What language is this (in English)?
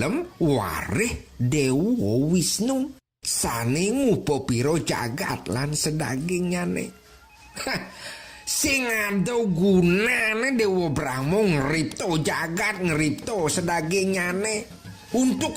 Balinese